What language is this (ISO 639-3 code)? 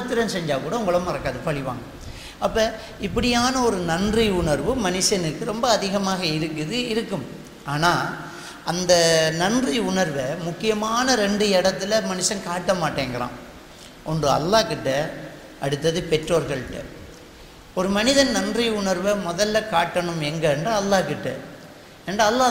tam